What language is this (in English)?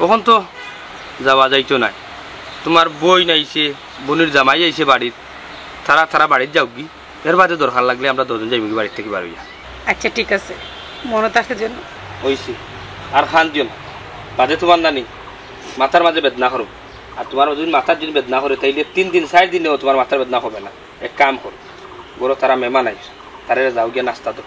Sylheti